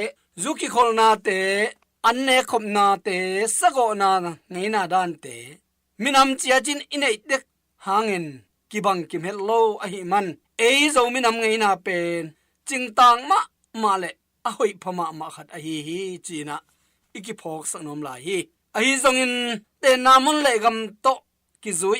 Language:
Tedim Chin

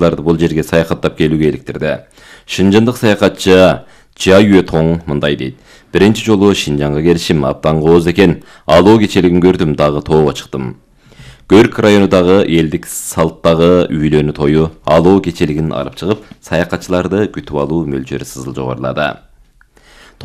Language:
Kyrgyz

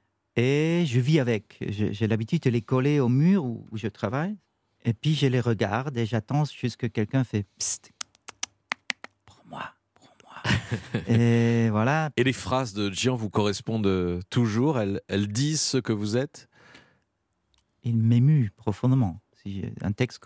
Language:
French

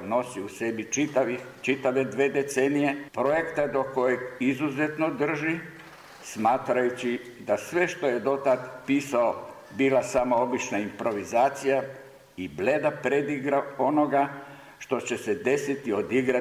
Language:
Serbian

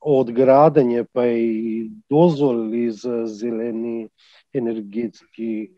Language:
Macedonian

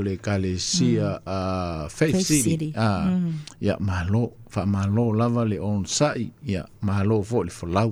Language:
Samoan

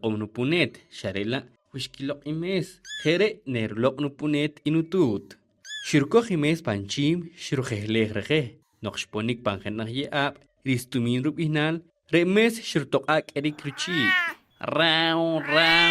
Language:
Poqomchi'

